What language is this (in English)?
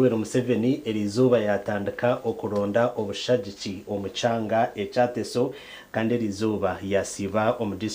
Nyankole